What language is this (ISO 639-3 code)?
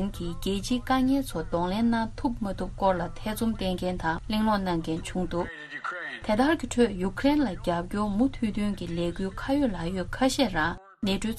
bod